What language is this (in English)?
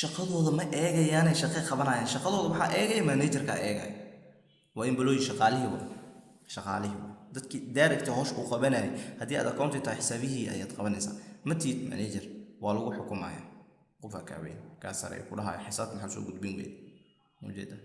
Somali